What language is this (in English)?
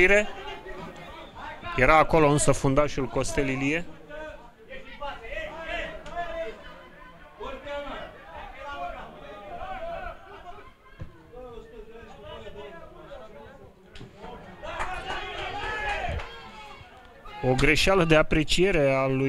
Romanian